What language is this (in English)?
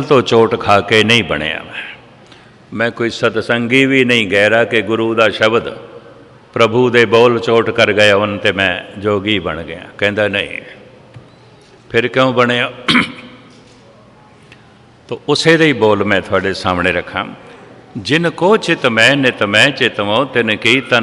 Punjabi